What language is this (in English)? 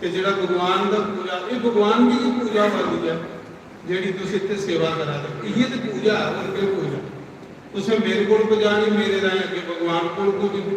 Dogri